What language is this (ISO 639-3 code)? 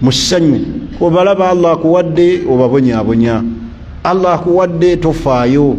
lug